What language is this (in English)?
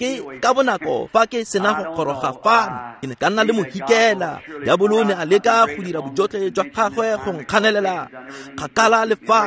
Tswana